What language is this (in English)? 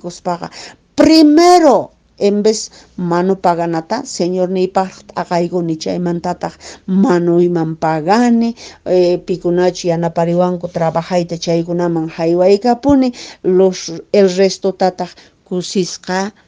Quechua